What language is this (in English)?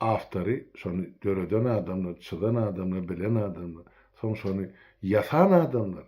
Turkmen